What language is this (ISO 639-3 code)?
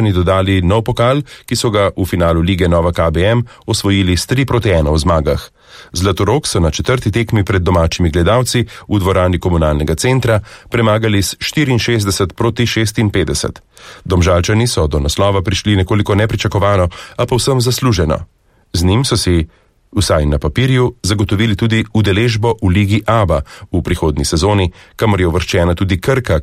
slv